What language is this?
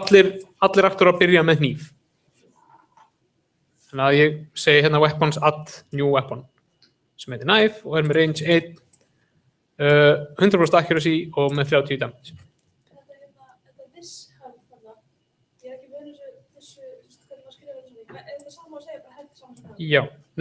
Icelandic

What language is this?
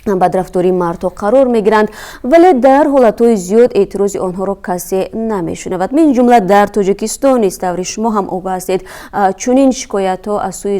Tajik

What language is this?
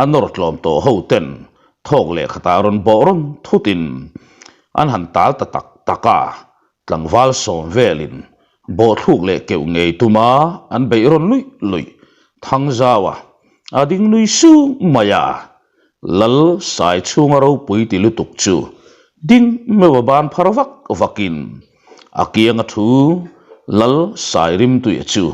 Mizo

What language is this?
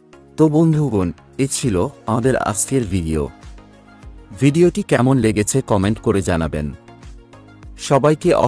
Bangla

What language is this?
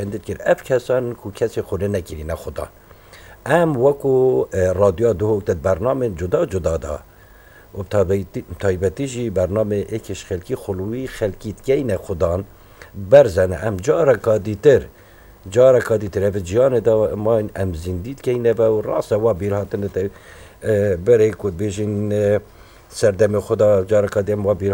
Kurdish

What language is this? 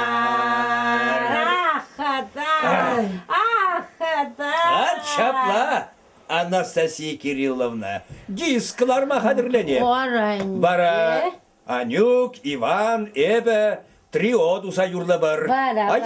Chuvash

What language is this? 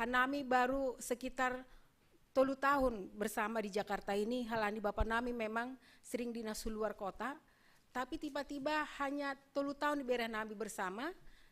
Batak Simalungun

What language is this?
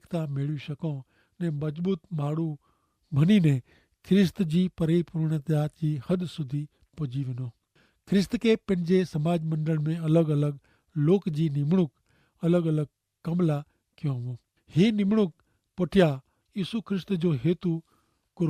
Kachhi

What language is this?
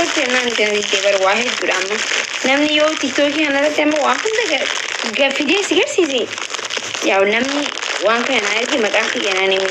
Oromo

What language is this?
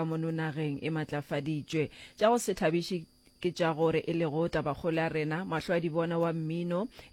Northern Sotho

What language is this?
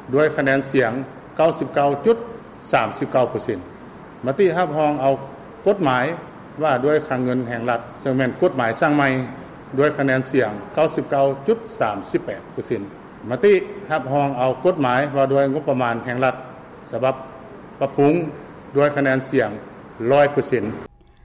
Lao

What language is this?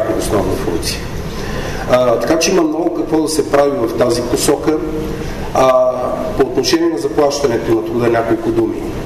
Bulgarian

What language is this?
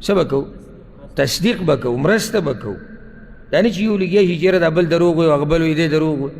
Pashto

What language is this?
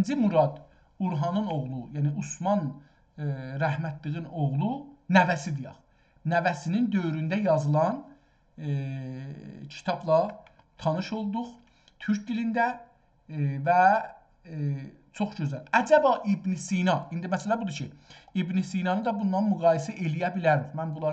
South Azerbaijani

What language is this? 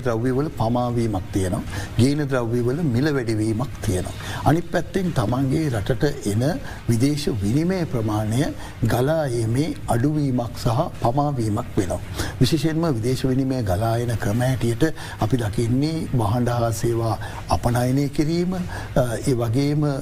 Sinhala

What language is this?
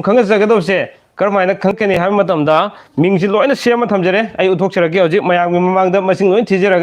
Manipuri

